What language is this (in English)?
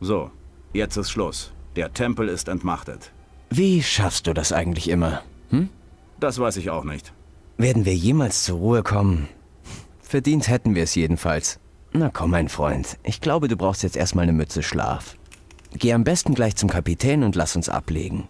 Bavarian